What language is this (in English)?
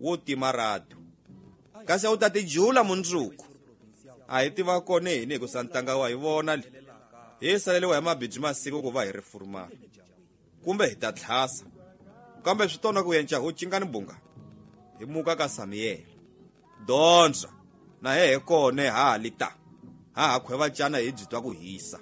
Tsonga